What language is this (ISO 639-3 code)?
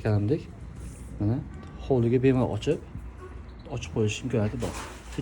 uzb